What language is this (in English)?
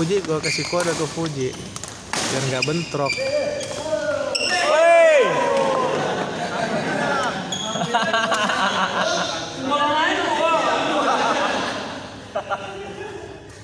Indonesian